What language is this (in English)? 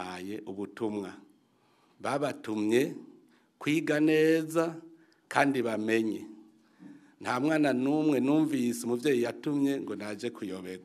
Rundi